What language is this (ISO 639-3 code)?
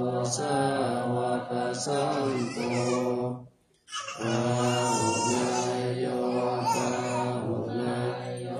pli